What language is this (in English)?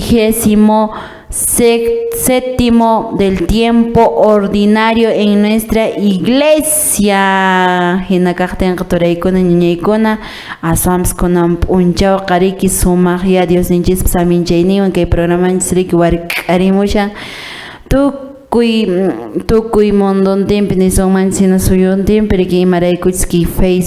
Quechua